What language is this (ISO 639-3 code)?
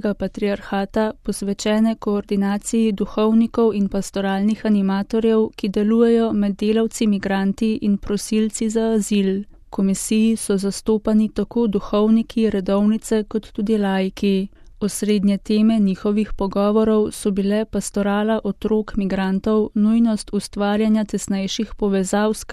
slv